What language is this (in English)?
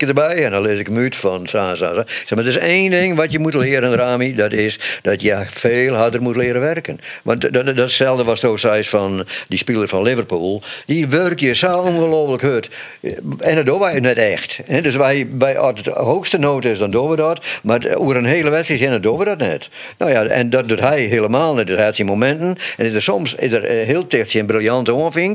Western Frisian